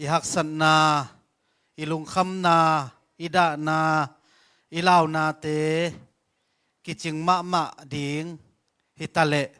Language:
Tedim Chin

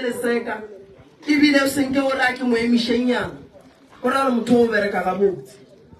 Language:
Northern Sotho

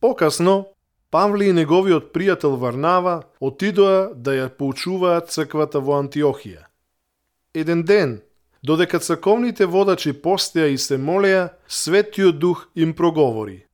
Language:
Macedonian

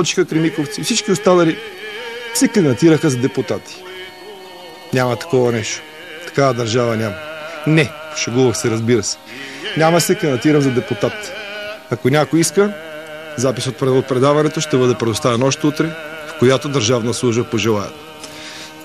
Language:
Bulgarian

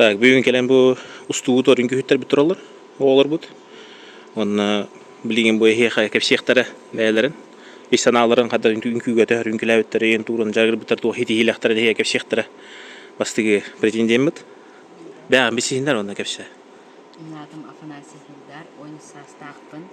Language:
Yakut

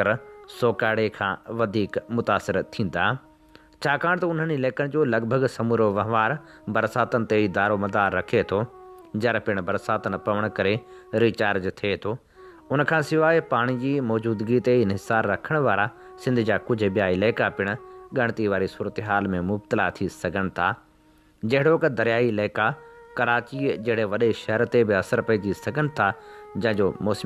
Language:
Sindhi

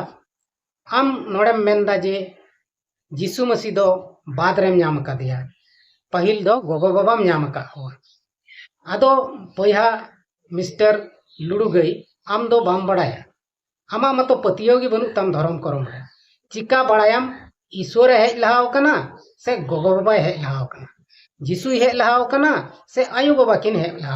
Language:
Santali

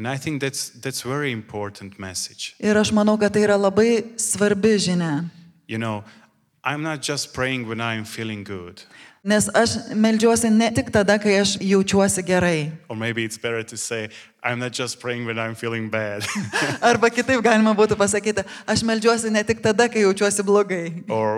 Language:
Lithuanian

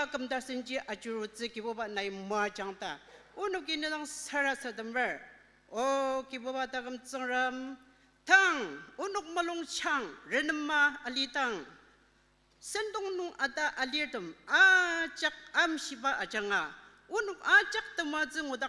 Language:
Ao Naga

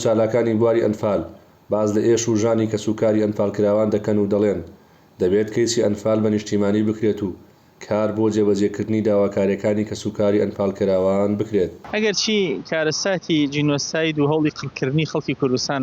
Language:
Central Kurdish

